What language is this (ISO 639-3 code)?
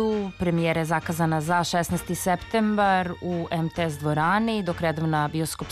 srp